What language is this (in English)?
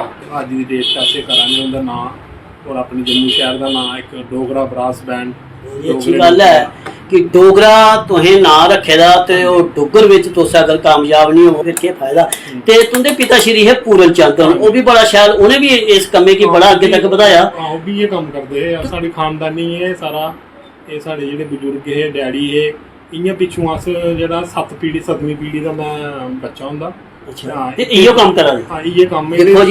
Dogri